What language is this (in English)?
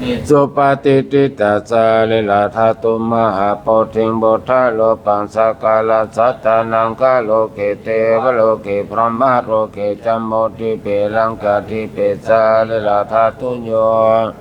Pali